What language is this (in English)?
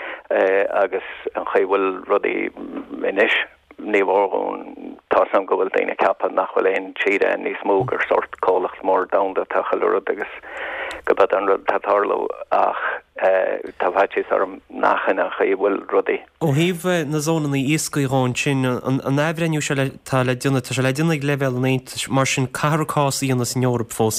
Irish